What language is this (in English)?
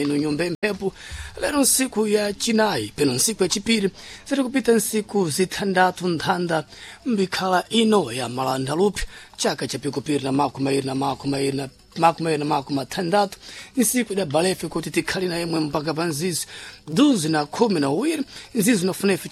Sena